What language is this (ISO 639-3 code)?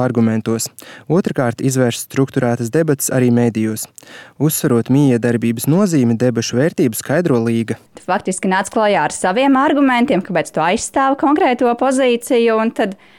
lav